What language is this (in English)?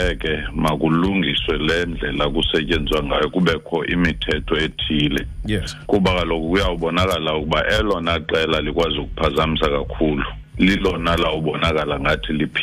Xhosa